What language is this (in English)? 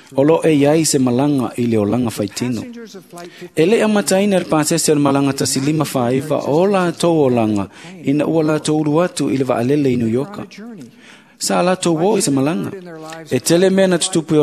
Samoan